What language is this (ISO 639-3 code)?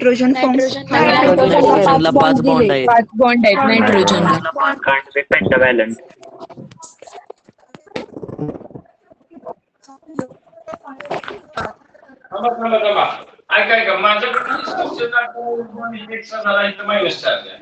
mar